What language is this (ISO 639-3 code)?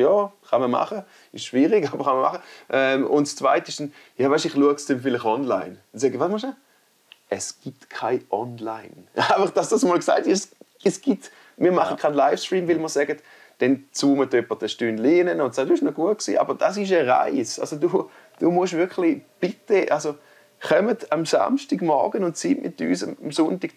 gsw